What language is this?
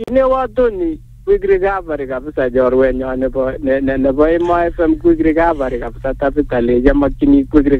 Swahili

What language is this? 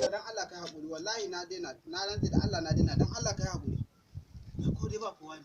Hausa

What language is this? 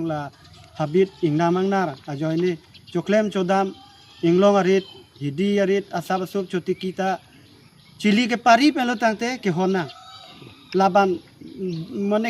Karbi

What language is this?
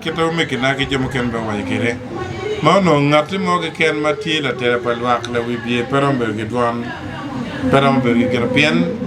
Acoli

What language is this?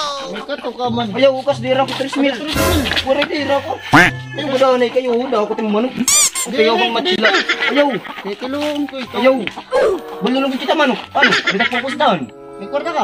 Waray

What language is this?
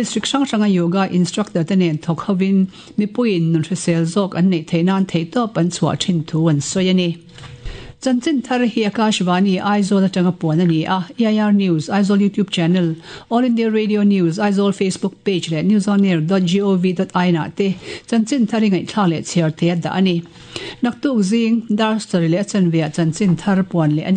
Mizo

